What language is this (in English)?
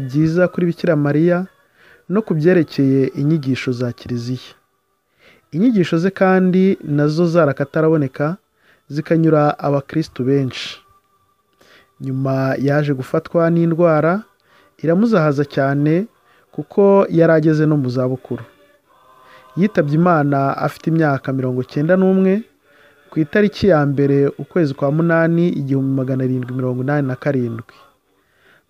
Kinyarwanda